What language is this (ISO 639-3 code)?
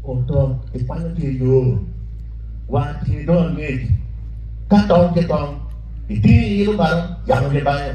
ach